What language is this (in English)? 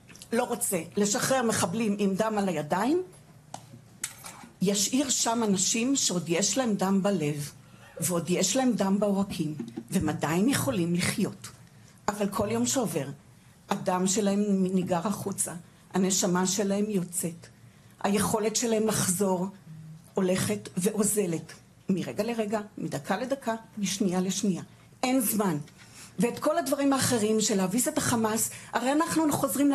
Hebrew